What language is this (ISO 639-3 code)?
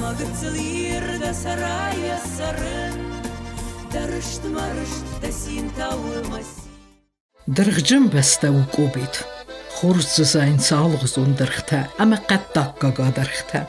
oss